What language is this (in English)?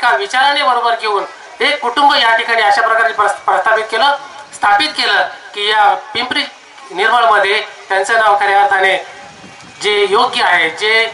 Marathi